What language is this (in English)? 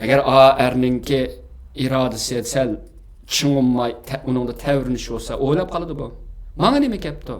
Uyghur